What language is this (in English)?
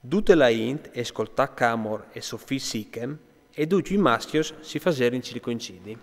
Friulian